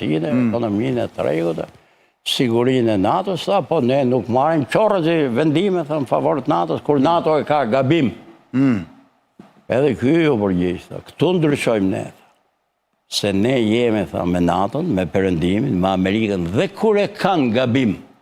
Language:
Albanian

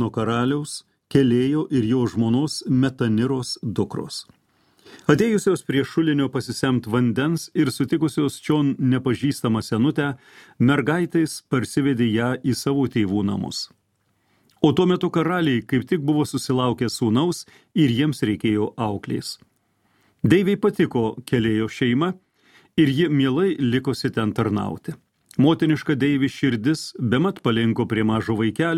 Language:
Lithuanian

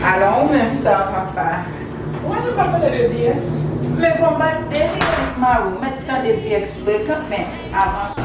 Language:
Haitian Creole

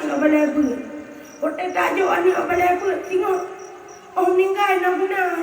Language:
Achinese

